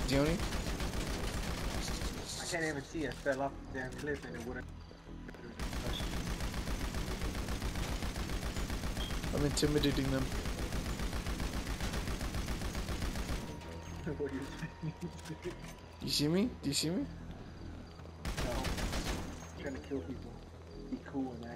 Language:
English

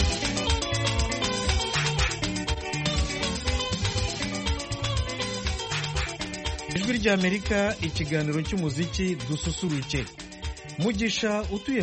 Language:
Kinyarwanda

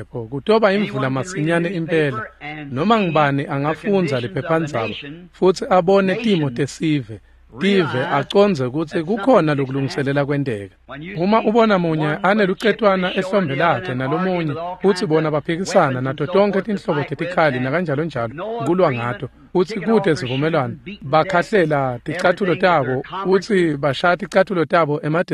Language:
Swati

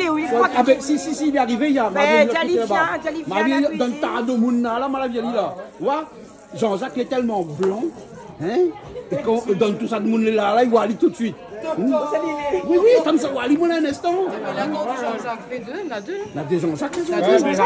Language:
Réunion Creole French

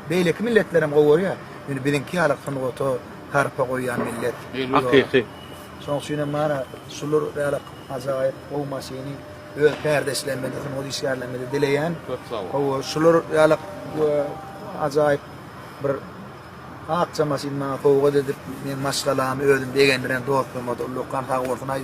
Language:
Turkmen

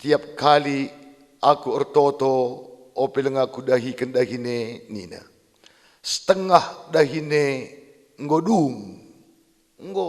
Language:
Batak Karo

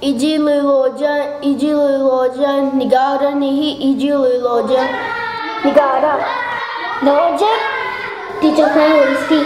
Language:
Cherokee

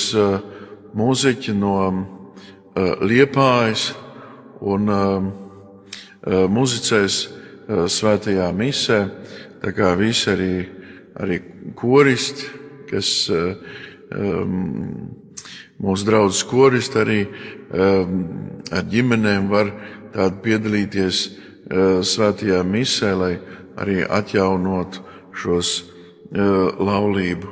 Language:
Latvian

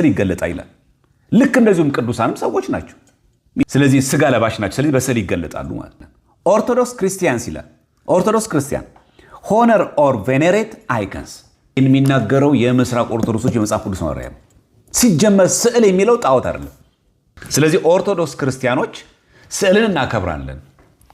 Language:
Amharic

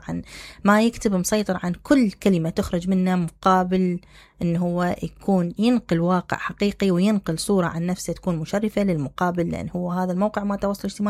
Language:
Mesopotamian Arabic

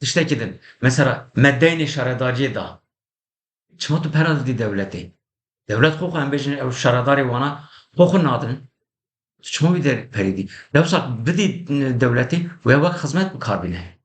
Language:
Kurdish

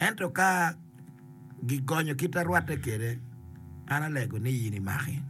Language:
Acoli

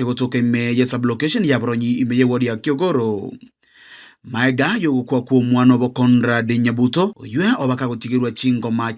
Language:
Gusii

